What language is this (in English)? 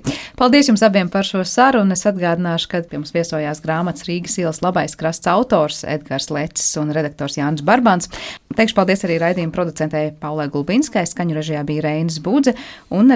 Latvian